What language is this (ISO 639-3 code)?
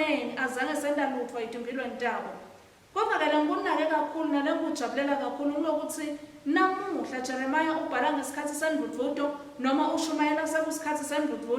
ssw